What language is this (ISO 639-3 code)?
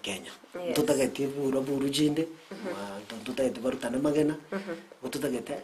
guz